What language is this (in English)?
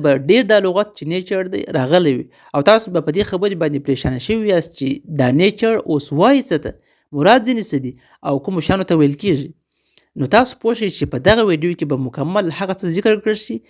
Pashto